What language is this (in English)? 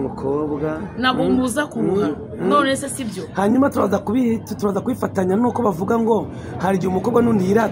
Kinyarwanda